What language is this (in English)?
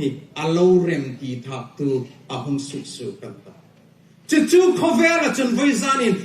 Hmar